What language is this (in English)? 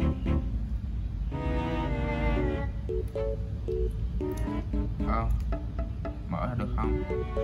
Vietnamese